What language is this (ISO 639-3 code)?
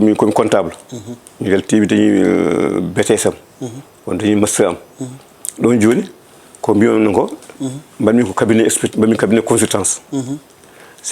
ful